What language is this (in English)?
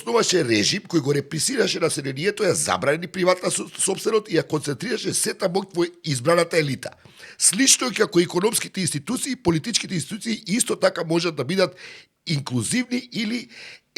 Macedonian